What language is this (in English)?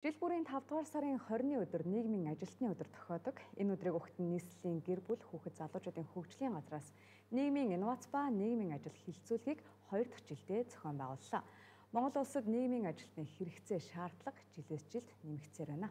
Mongolian